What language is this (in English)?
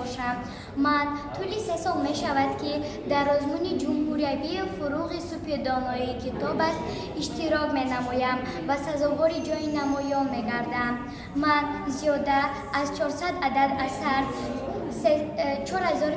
Tajik